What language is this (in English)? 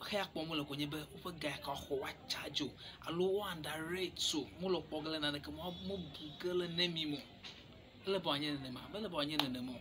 Ewe